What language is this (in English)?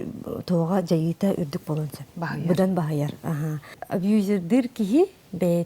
Yakut